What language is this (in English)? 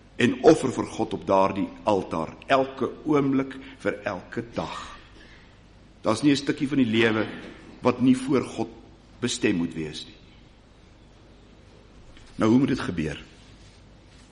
Afrikaans